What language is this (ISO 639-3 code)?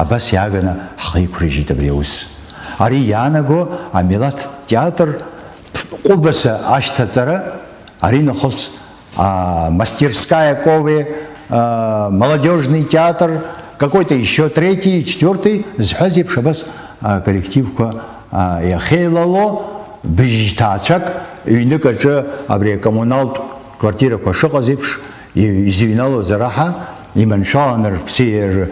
abk